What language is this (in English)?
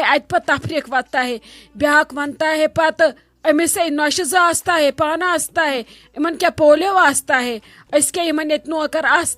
Kashmiri